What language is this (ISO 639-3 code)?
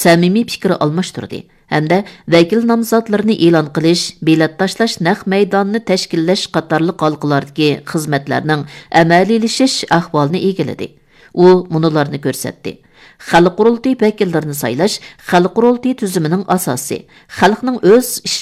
uig